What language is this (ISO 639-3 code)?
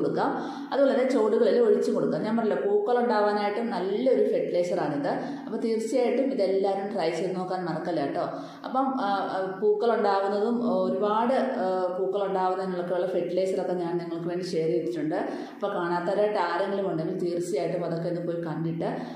mal